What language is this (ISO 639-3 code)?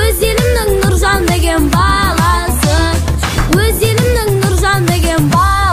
kaz